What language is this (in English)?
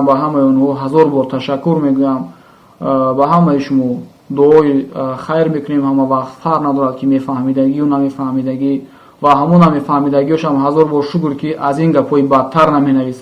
Tajik